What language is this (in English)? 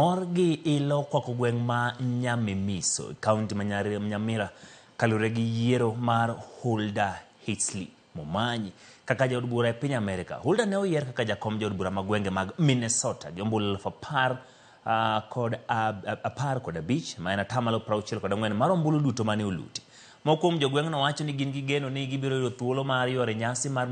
Luo (Kenya and Tanzania)